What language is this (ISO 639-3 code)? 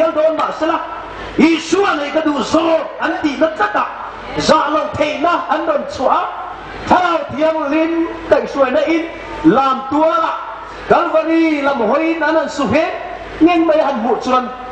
hmr